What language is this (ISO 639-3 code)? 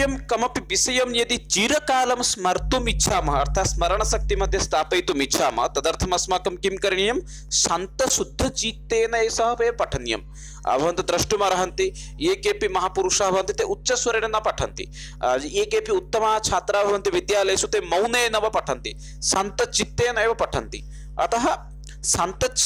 san